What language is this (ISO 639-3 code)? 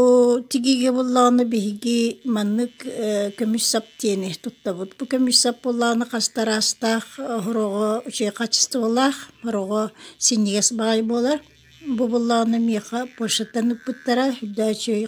sah